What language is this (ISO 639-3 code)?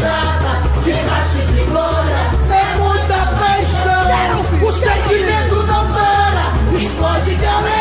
por